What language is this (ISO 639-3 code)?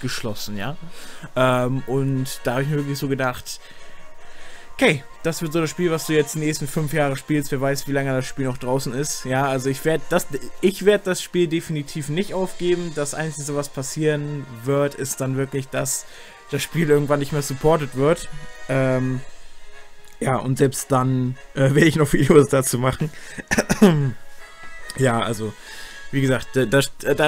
deu